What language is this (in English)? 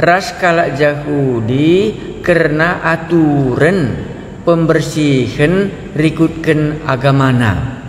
Batak Karo